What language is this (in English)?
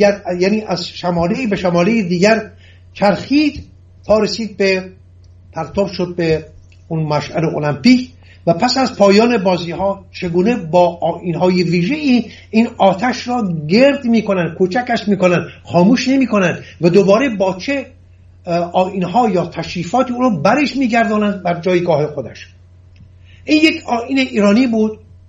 Persian